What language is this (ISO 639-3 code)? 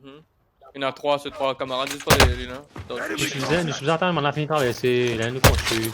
mfe